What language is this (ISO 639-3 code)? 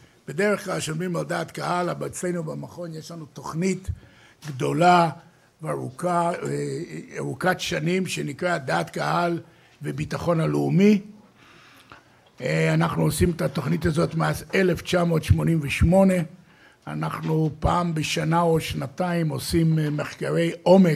heb